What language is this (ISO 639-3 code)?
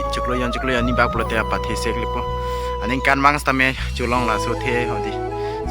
mjw